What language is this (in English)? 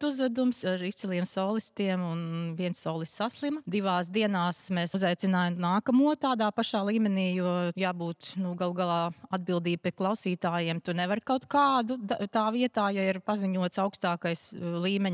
Latvian